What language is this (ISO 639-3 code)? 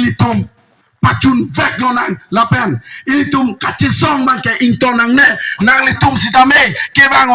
mjw